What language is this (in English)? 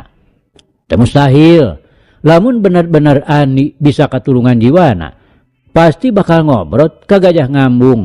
Sundanese